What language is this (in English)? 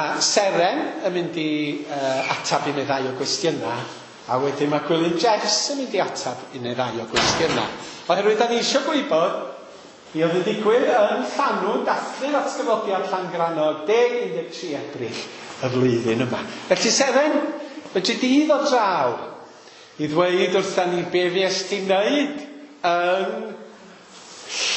Welsh